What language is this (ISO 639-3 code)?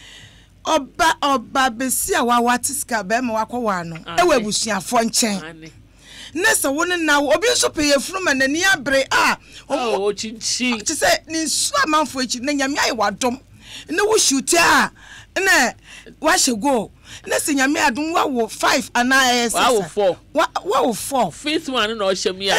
aka